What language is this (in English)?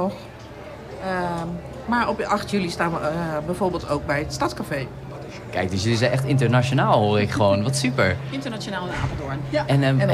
Dutch